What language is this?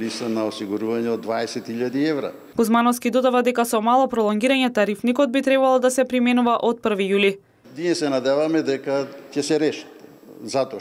Macedonian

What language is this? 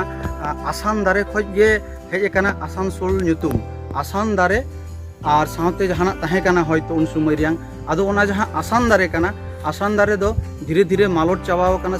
Santali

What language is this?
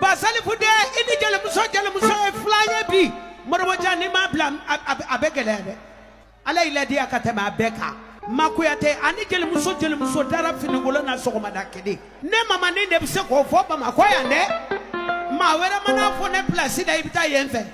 Bambara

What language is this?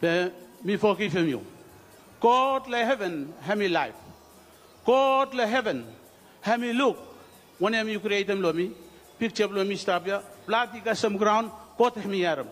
Bislama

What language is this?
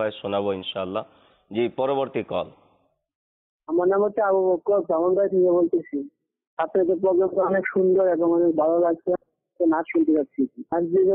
Bangla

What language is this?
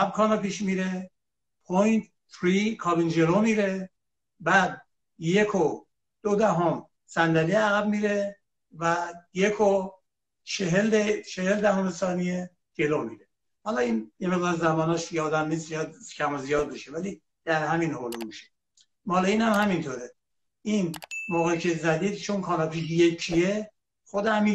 Persian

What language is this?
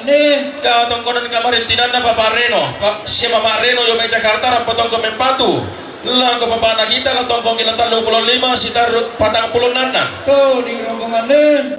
Toraja-Sa'dan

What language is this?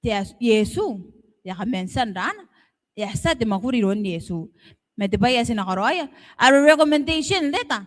Gilbertese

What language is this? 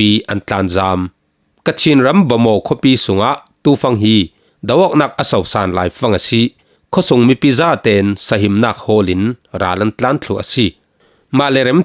Falam Chin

